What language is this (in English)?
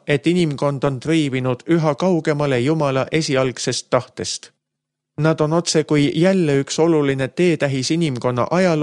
Estonian